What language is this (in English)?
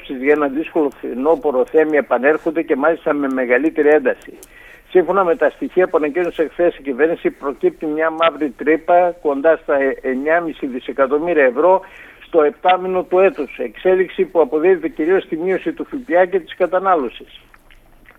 Greek